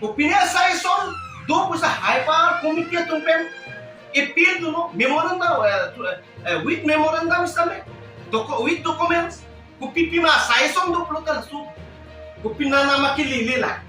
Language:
Karbi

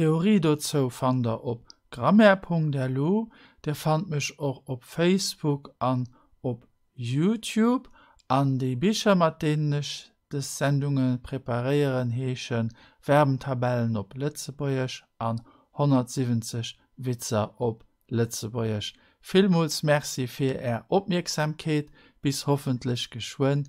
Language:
Luxembourgish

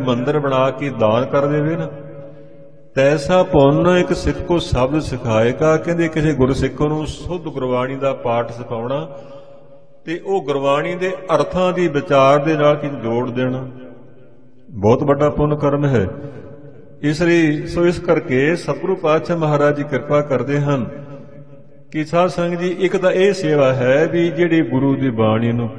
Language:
Punjabi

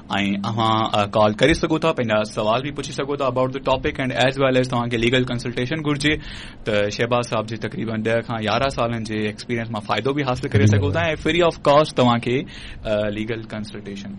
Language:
Sindhi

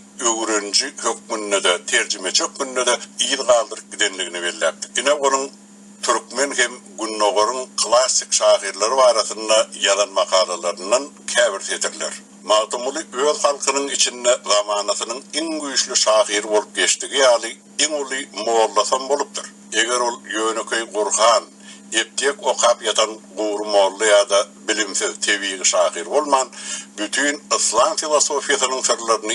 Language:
Turkmen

